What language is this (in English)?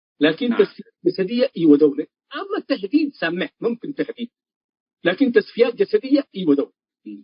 Tigre